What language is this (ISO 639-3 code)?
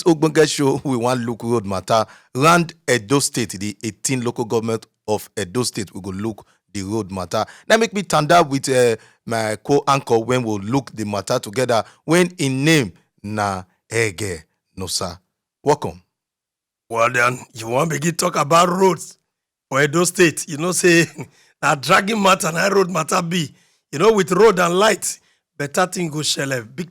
pcm